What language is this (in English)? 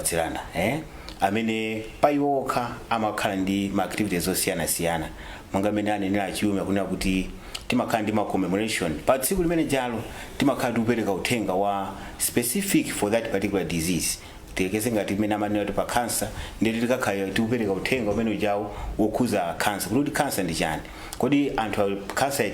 Nyanja